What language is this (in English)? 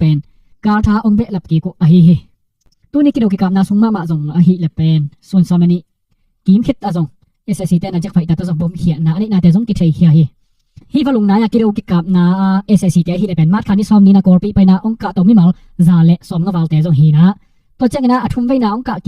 Tedim Chin